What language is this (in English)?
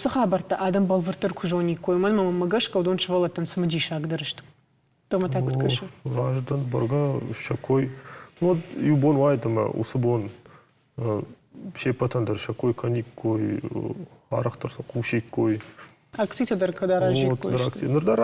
Ossetic